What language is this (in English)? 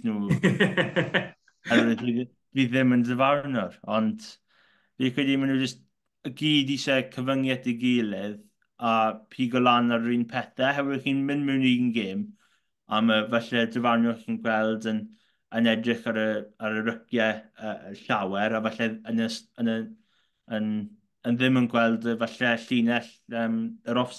Welsh